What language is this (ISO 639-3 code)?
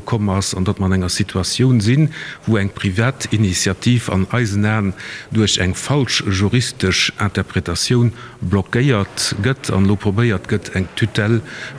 ltz